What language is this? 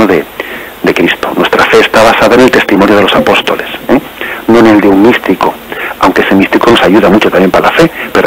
Spanish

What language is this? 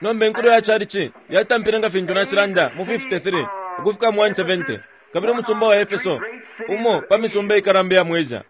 Bemba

